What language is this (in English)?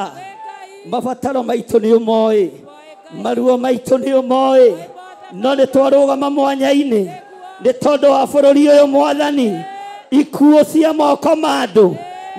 Kikuyu